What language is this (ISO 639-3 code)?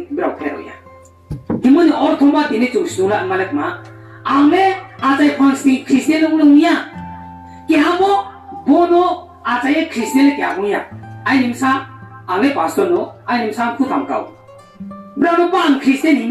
ria